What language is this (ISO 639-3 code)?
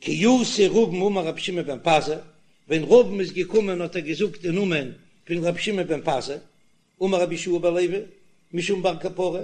yid